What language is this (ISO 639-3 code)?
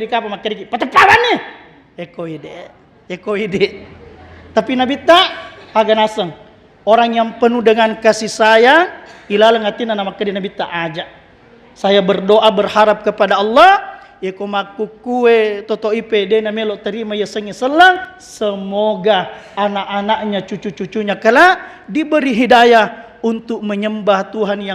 bug